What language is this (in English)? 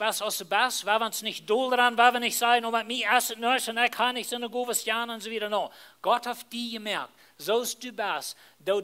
Plautdietsch